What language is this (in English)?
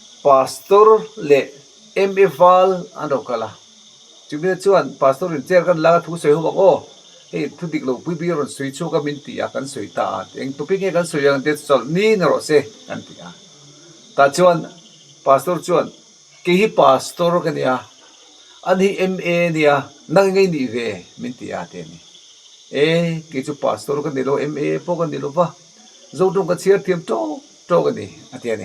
Mizo